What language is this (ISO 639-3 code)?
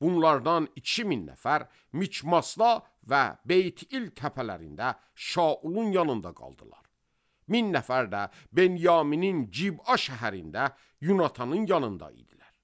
aze